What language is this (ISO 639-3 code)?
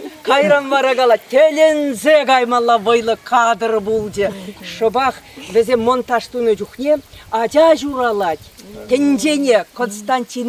chv